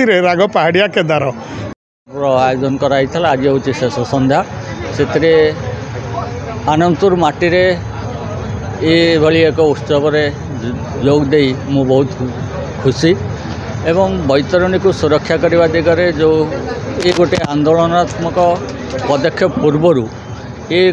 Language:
Odia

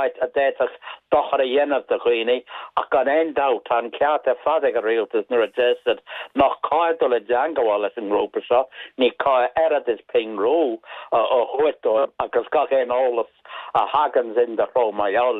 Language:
Irish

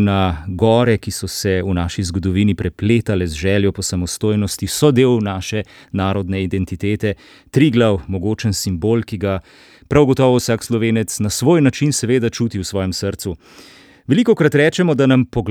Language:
Slovenian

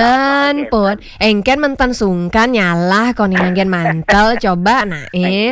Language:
Balinese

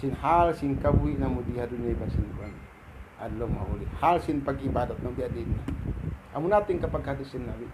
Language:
Tausug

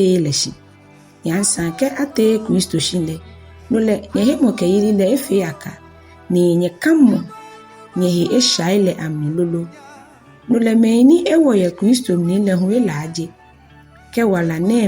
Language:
Ga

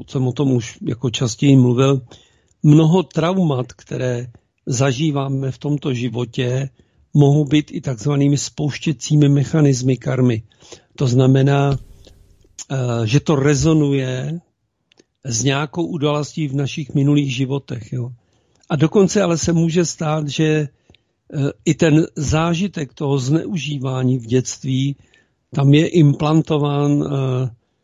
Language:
Czech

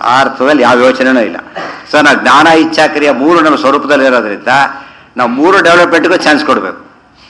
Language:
Kannada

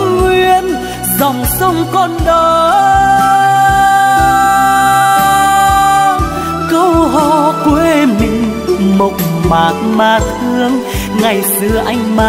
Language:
Vietnamese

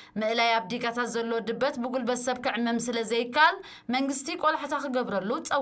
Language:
Tigrinya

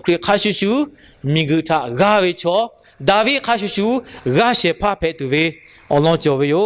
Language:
Lahu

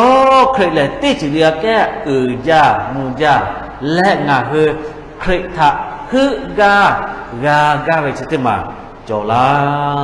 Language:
Lahu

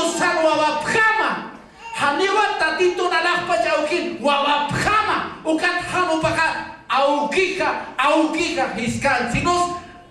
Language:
Aymara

